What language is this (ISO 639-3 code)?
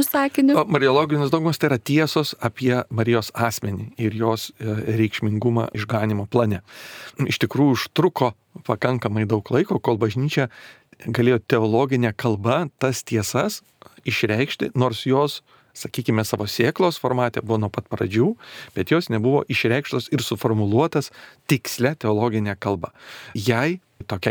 lit